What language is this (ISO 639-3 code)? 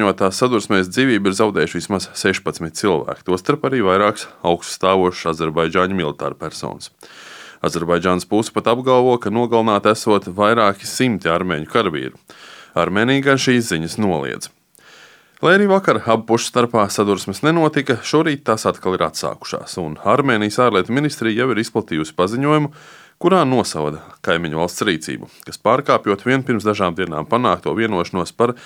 lav